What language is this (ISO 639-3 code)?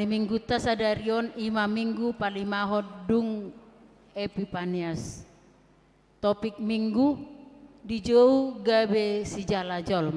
bbc